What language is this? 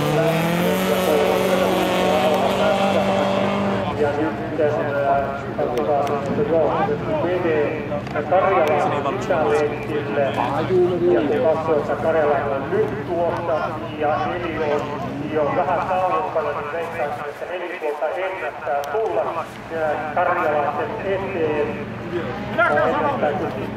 Finnish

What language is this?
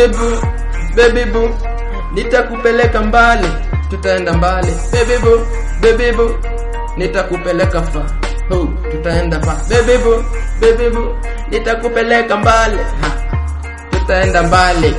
Swahili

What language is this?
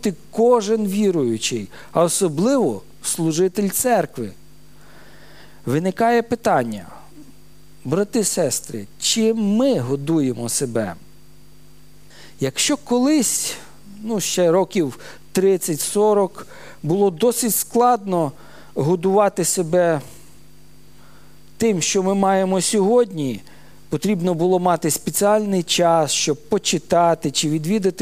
Ukrainian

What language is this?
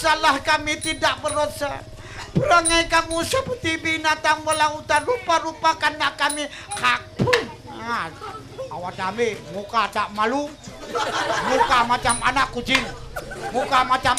Malay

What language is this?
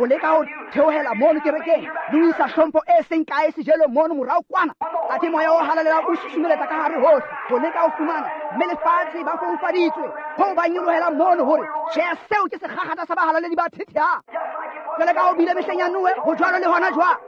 Tswana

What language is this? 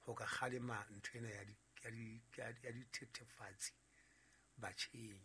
Southern Sotho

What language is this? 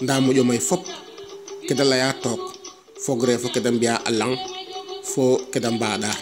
Serer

